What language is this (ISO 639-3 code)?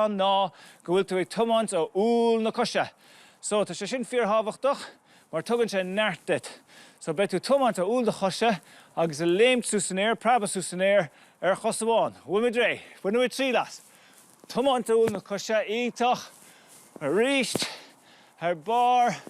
gle